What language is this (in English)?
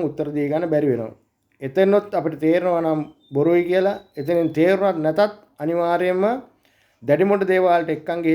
Sinhala